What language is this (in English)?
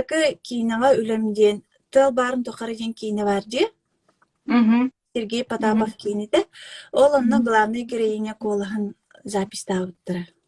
Yakut